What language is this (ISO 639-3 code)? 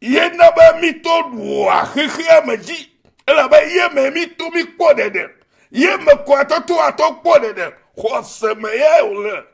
ewe